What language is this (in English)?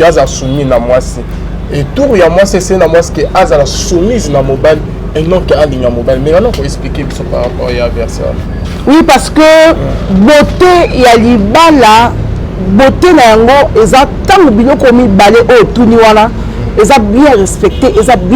Lingala